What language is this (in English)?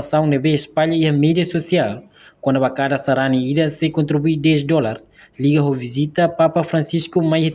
Tetum